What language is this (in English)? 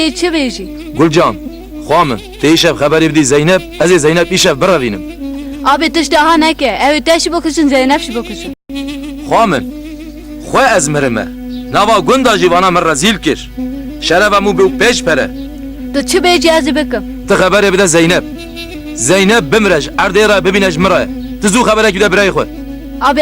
Kurdish